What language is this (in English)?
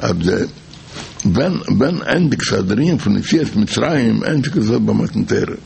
Yiddish